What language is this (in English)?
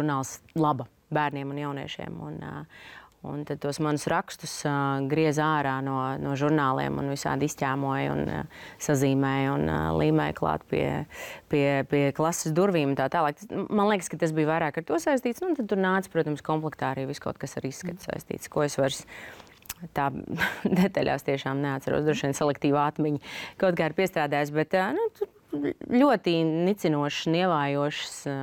Latvian